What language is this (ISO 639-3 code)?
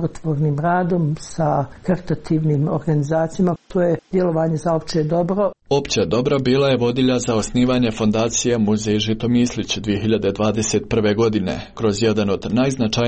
hrv